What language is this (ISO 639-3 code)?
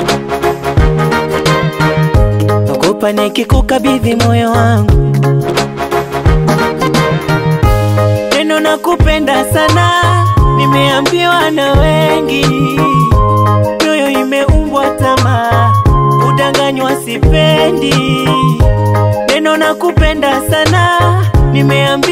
swa